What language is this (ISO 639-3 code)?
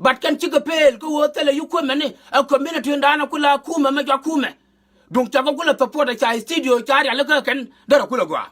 nus